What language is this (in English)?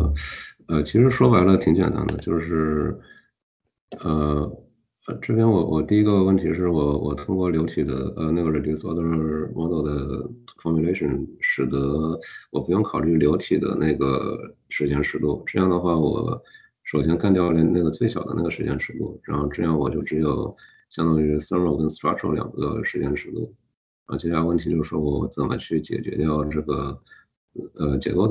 Chinese